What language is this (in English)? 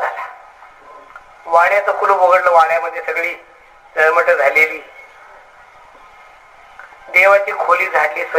Marathi